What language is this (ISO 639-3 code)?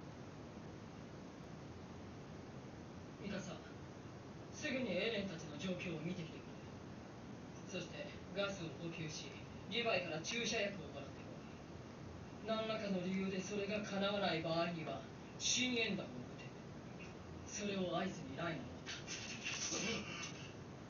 jpn